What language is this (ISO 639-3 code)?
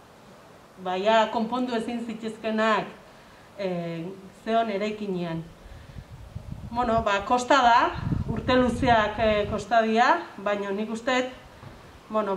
eus